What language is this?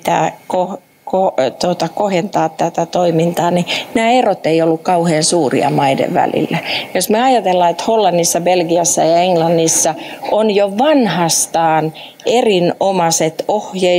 Finnish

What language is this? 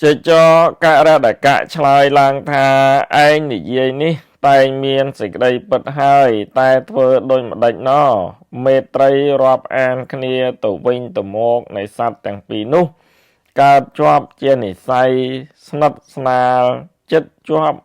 Khmer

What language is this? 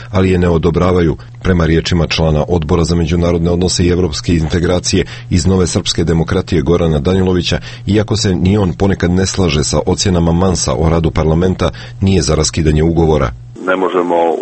Serbian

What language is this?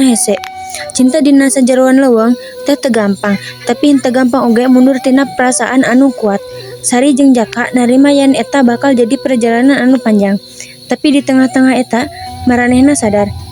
Sundanese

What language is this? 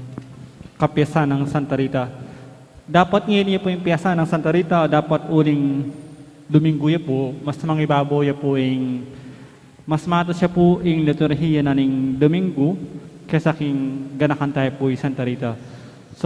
Pampanga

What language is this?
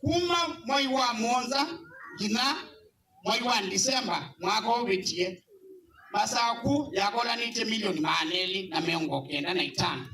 Kamba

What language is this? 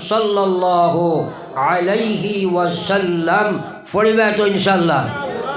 Sylheti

